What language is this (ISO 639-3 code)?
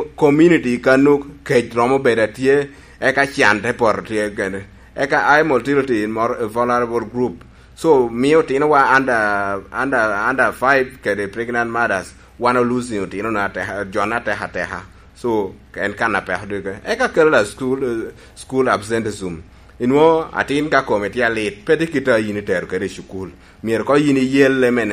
laj